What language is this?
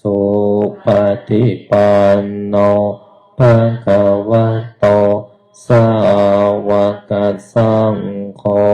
Pali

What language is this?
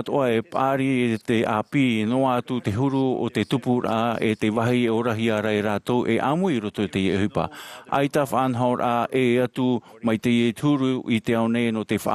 Tahitian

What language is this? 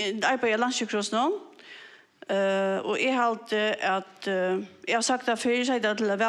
Faroese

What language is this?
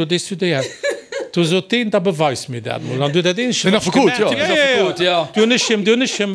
Luxembourgish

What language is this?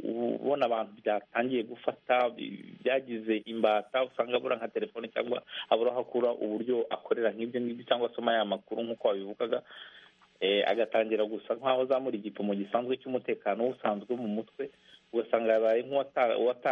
Kinyarwanda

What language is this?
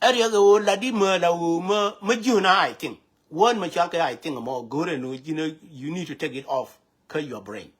Nuer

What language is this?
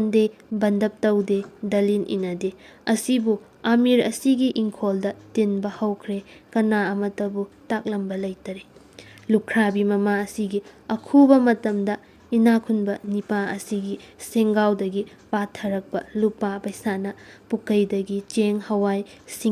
Manipuri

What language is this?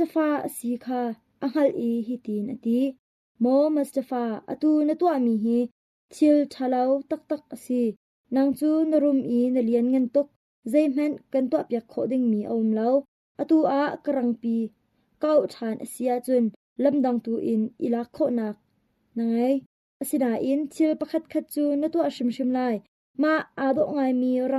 Hakha Chin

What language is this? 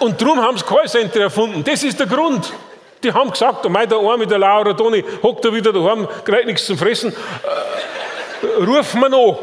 Bavarian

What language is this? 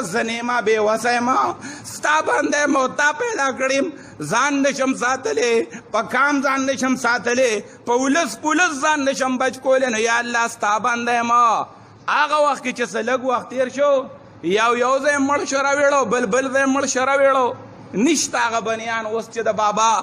Pashto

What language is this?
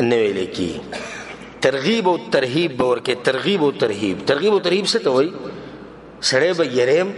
Pashto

